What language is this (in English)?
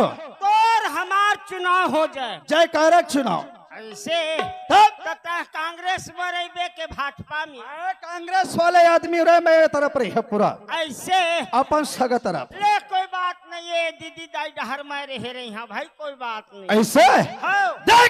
Chhattisgarhi